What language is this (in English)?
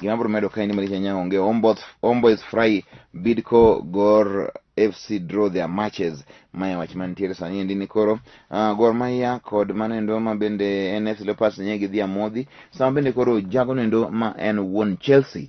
Luo (Kenya and Tanzania)